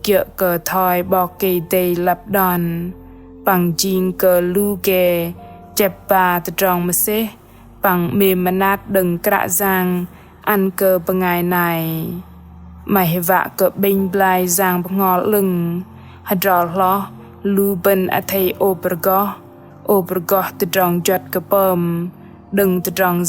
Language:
Bahnar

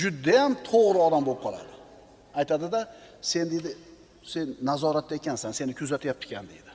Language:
Uzbek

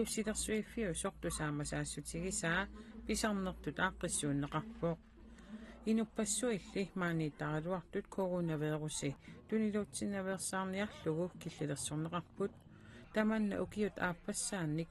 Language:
Kalaallisut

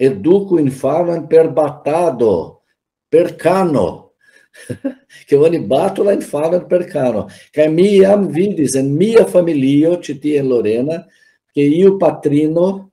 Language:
Esperanto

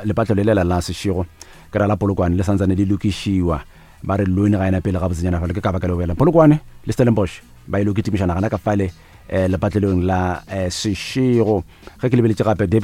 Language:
Northern Sotho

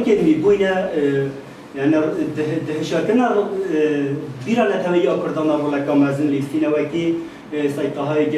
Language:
Kurdish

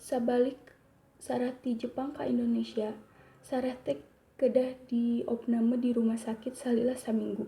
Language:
Sundanese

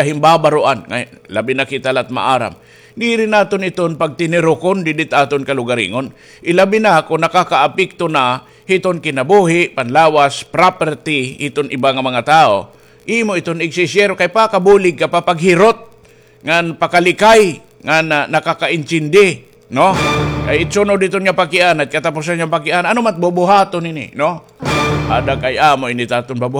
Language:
Waray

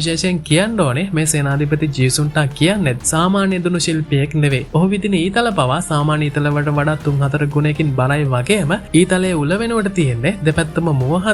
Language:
Sinhala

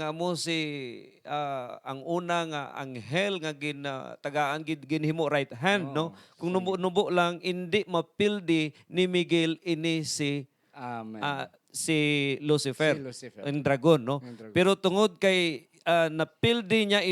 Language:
Hiligaynon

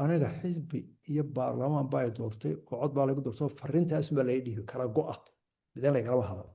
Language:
Somali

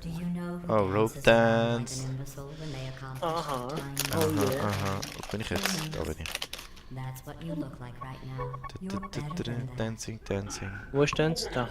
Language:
Swiss German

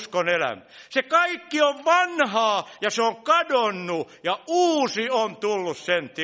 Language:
Finnish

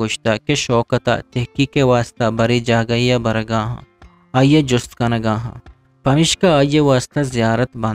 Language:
Eastern Balochi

